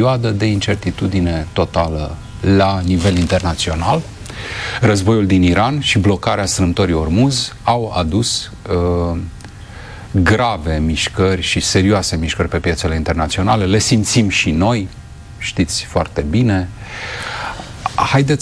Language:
Romanian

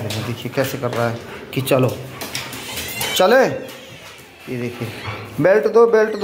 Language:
Hindi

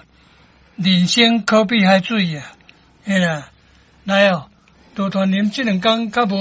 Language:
Min Nan Chinese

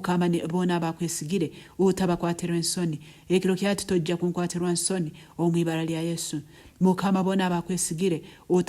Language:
Nyankole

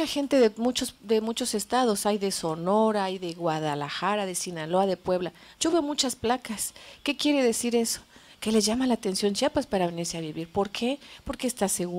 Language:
Spanish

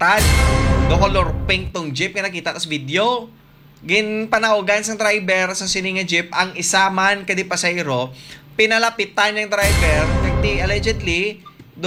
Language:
Hiligaynon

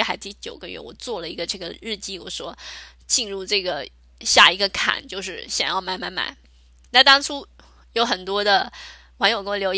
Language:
Chinese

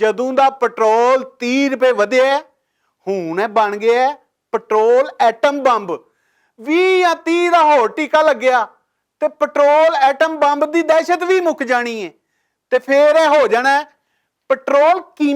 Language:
Western Panjabi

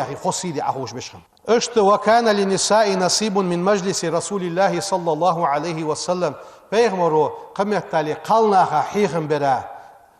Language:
Ingush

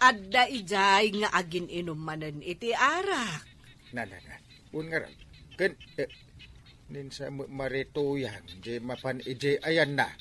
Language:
Iloko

